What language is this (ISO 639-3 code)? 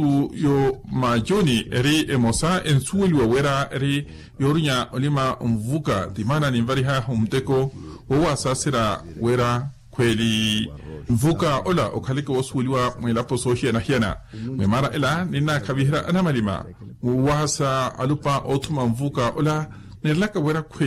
vmw